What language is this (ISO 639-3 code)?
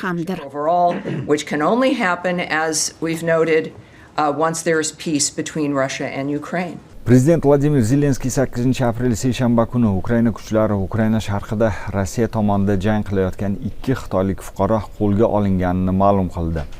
uzb